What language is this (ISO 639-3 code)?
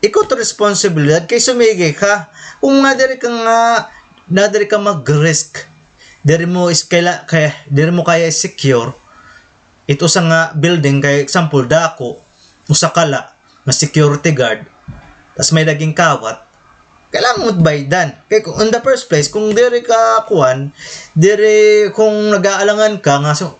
war